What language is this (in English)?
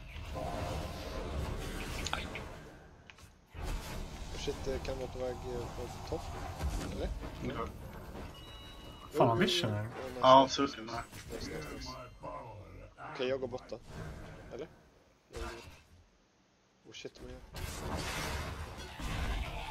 Swedish